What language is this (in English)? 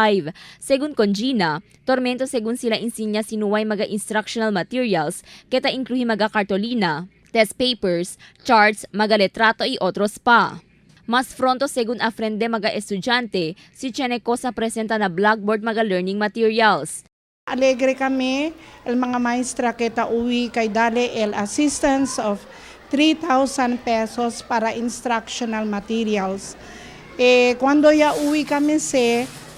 Chavacano